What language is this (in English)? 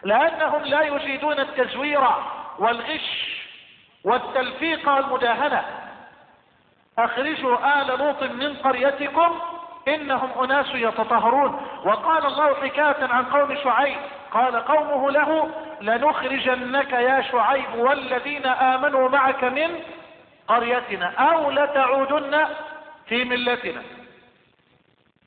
Arabic